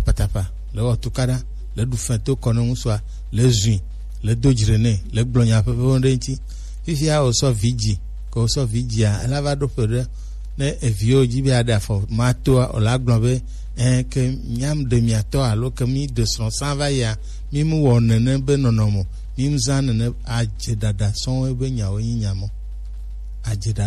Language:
Gen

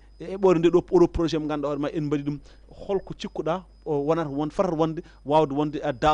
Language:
Fula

